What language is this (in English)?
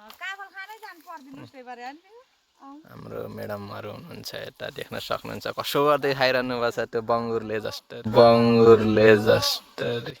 Nepali